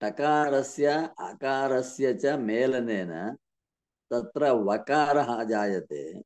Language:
Sanskrit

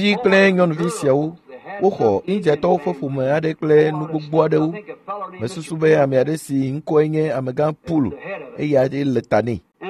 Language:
Ewe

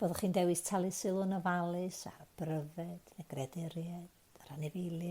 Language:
Welsh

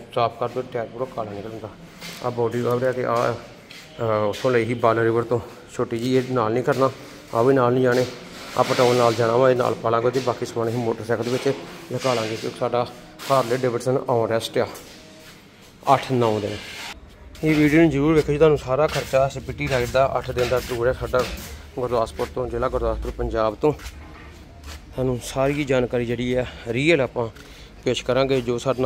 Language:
Punjabi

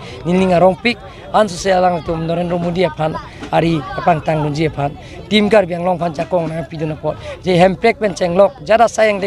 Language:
Karbi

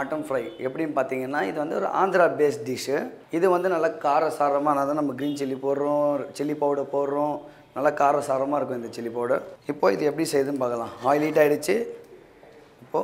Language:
Tamil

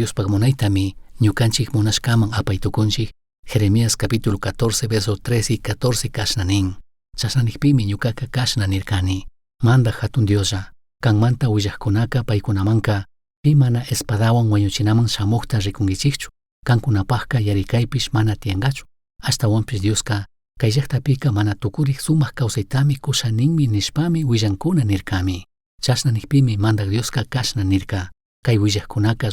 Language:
Chimborazo Highland Quichua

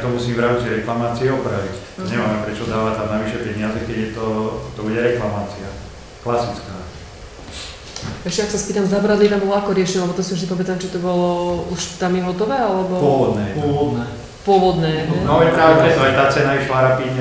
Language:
Slovak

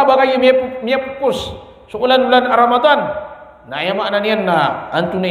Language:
Maranao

